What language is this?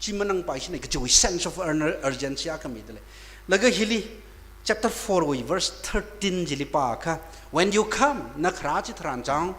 Tangkhul Naga (India)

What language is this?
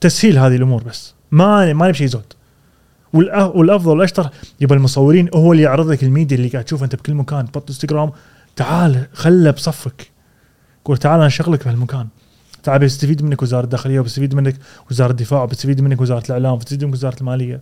Gulf Arabic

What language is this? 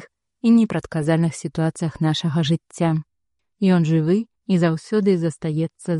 Belarusian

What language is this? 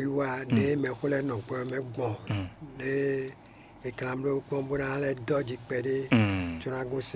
Fon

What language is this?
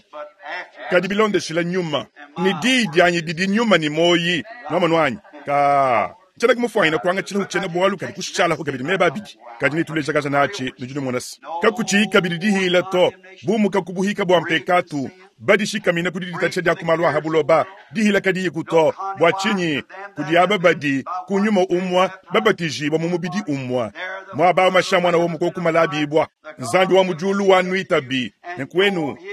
Luba-Lulua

